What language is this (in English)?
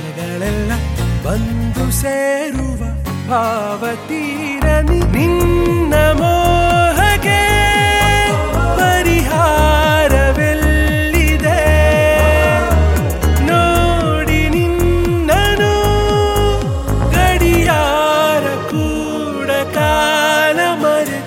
Kannada